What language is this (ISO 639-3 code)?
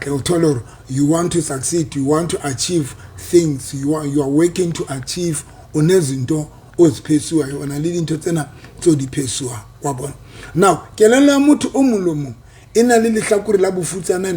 sot